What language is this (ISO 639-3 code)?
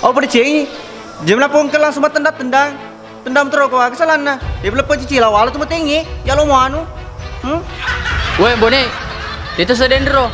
bug